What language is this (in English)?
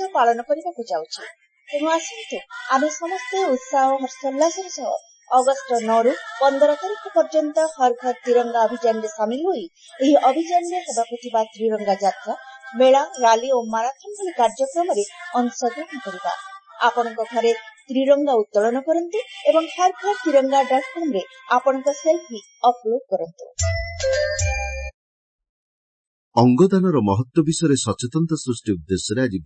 Odia